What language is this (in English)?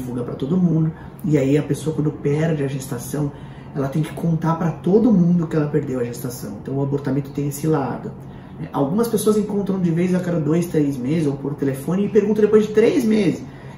Portuguese